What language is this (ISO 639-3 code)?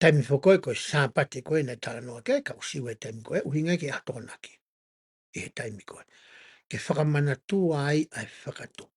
ton